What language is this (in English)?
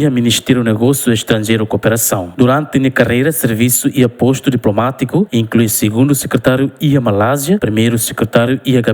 Tetum